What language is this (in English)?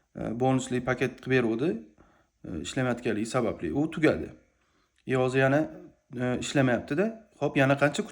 Uzbek